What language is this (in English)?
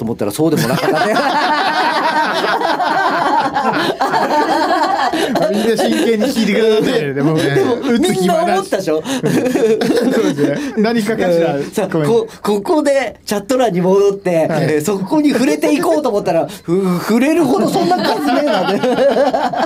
Japanese